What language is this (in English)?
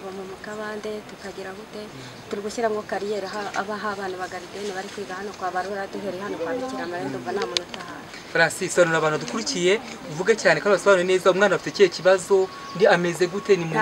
Kinyarwanda